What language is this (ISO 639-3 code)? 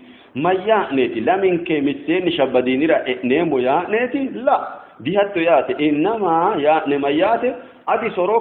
sid